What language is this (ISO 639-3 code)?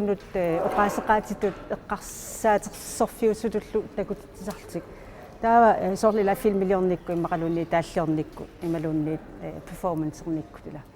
kal